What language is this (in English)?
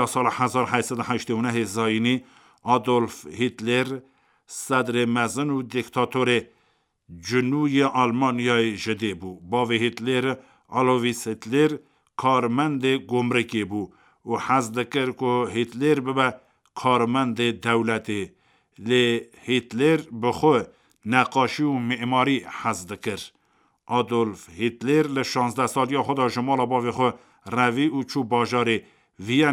Kurdish